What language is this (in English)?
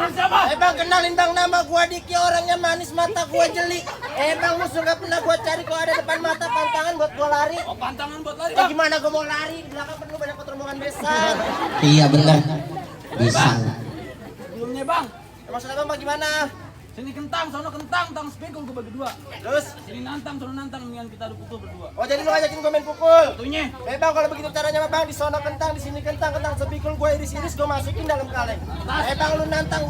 Betawi